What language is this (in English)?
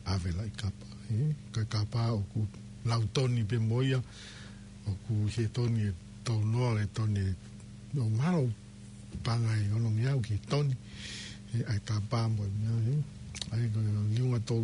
Tongan